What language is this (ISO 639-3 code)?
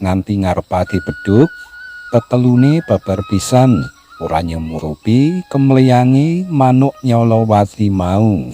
jav